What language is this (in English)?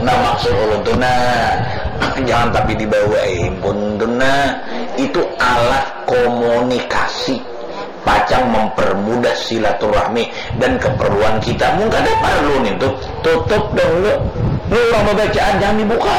Banjar